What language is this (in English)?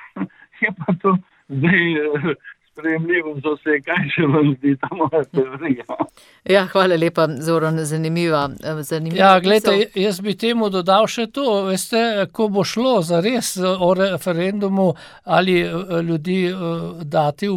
Slovenian